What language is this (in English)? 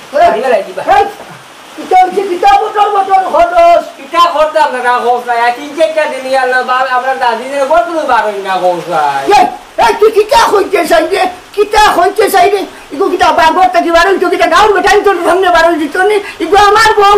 Sylheti